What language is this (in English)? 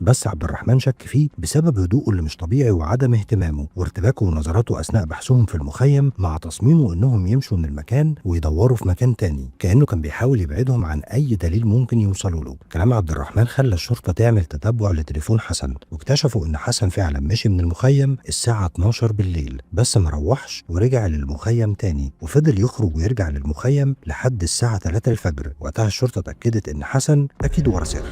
Egyptian Arabic